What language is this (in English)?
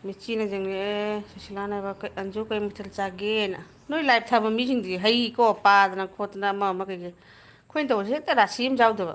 Manipuri